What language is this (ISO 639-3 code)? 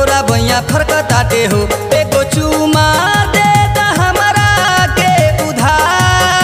bho